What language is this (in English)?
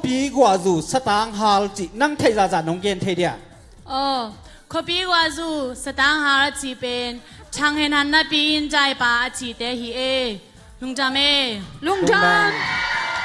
Tedim Chin